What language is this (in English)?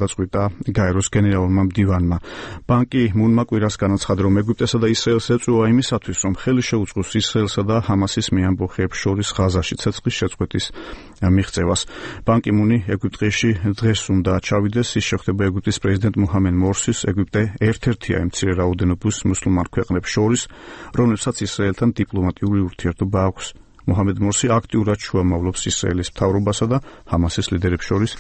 Georgian